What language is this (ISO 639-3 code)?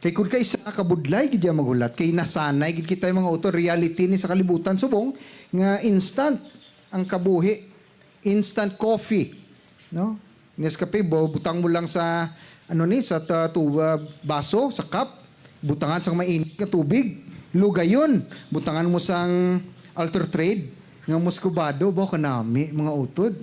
hil